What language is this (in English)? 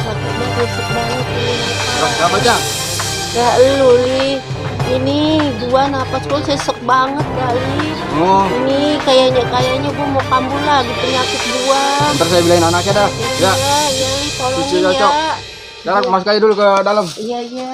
Betawi